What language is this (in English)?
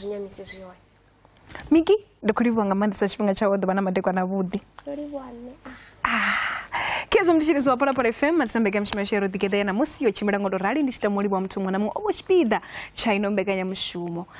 Venda